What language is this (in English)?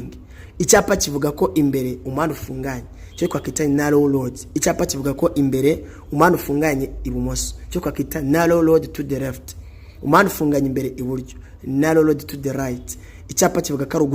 Kinyarwanda